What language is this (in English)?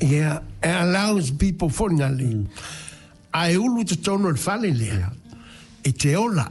Samoan